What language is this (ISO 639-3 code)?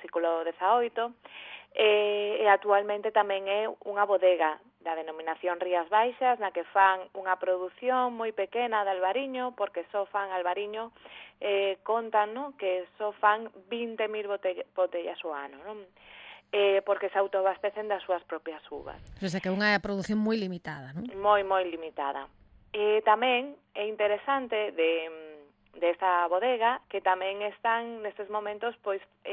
glg